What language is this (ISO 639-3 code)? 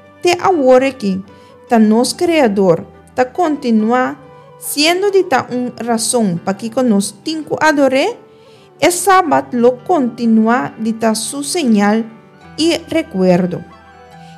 pap